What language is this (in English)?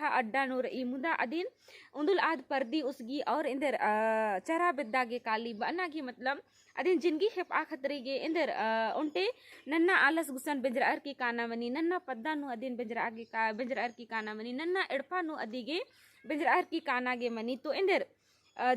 Kurukh